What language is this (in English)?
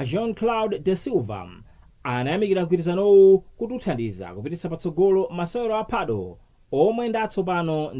Nyanja